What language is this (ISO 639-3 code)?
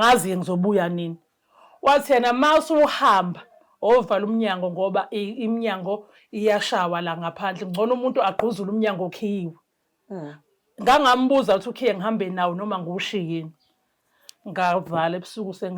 zul